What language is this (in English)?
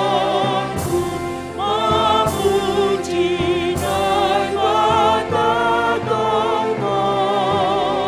Batak Simalungun